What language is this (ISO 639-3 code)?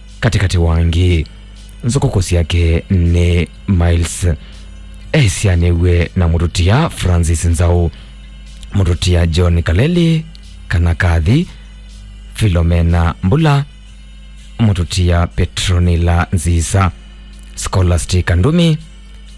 kam